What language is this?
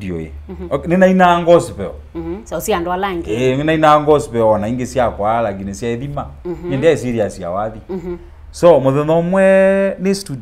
Kamba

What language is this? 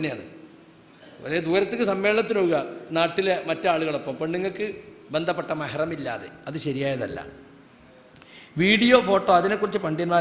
Malayalam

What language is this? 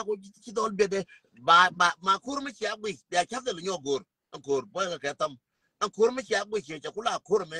Nuer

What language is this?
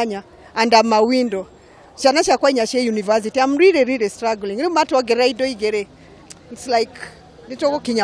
Kikuyu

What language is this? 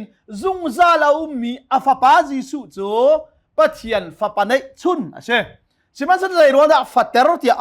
Hakha Chin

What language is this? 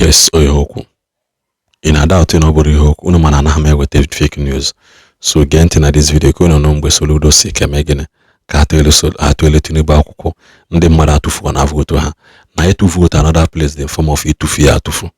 Igbo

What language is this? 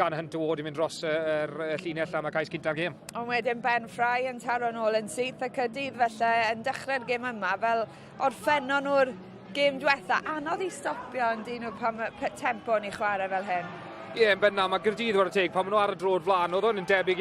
Welsh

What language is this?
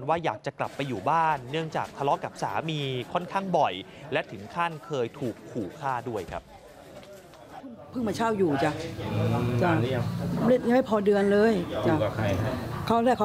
Thai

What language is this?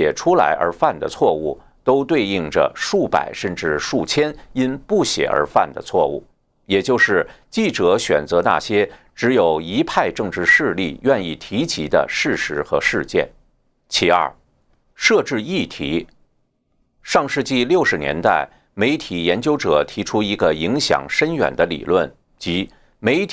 Chinese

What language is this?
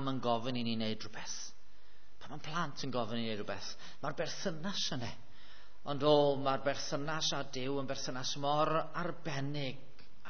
Welsh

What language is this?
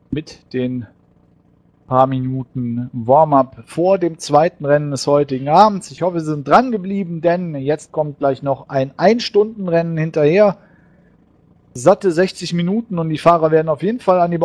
German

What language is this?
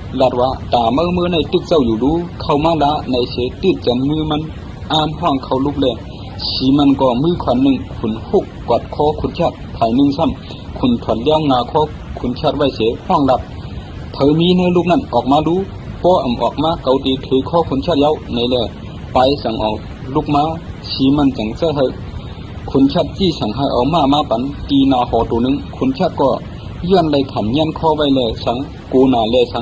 Shan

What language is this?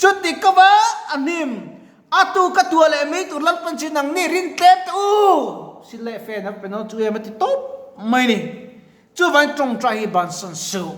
Mizo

